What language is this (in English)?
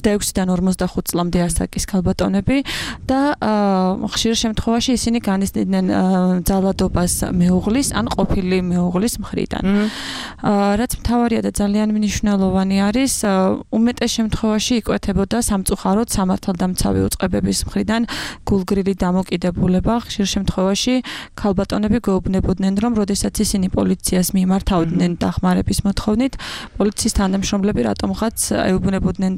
Georgian